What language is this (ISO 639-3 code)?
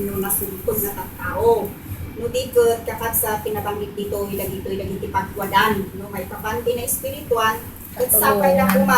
ilo